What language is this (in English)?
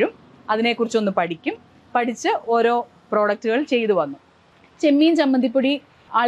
Malayalam